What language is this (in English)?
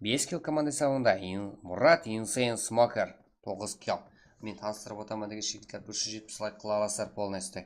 Kara-Kalpak